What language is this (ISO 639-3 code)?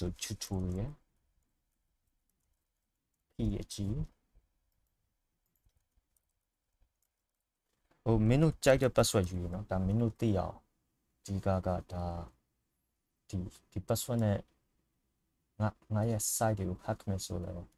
mya